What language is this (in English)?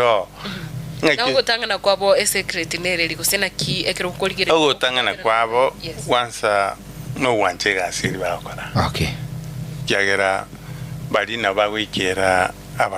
Gusii